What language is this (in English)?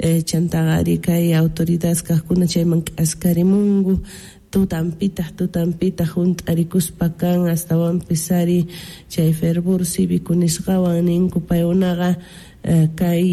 Quechua